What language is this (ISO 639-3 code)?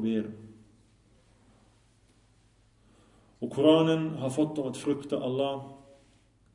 swe